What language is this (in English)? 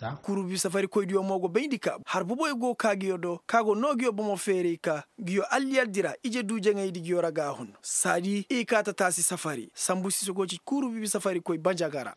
Koyraboro Senni